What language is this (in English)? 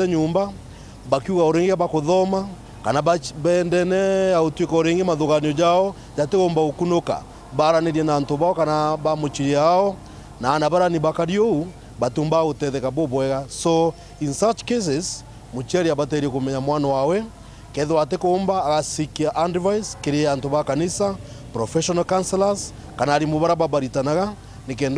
Meru